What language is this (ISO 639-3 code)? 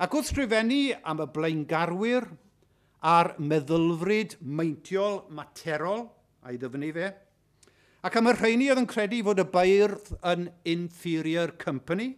cym